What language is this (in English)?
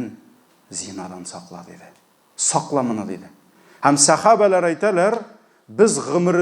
Tatar